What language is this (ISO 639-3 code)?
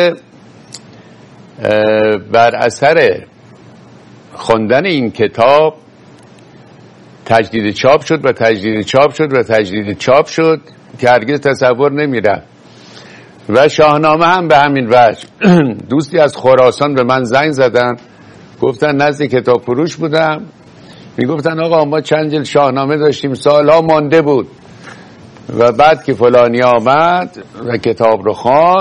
fas